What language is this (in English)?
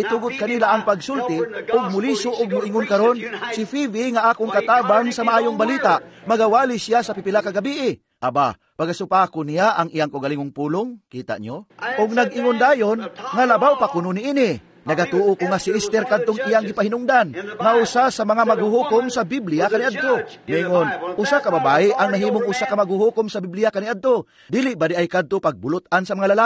Cebuano